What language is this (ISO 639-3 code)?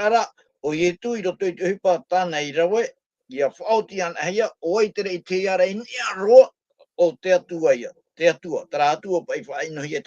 tah